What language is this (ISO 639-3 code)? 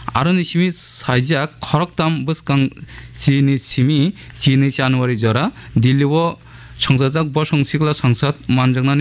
trp